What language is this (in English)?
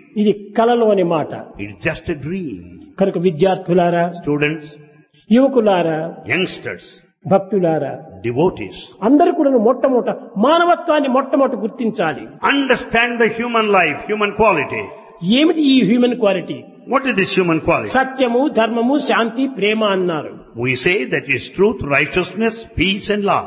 Telugu